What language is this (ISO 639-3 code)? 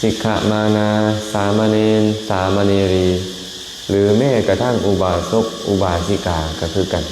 lao